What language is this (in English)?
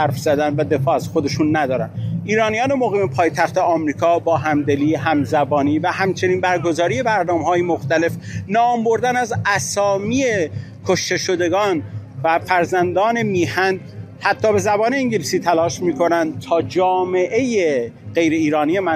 Persian